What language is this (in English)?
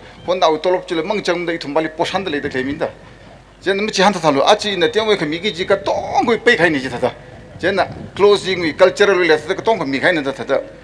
Tangkhul Naga (India)